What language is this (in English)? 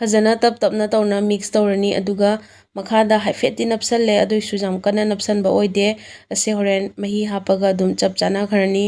Manipuri